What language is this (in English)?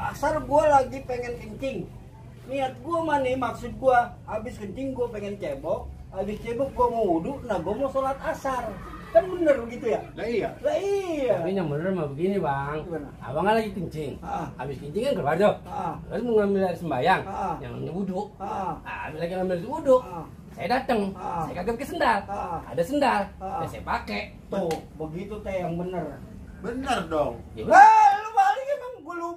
Betawi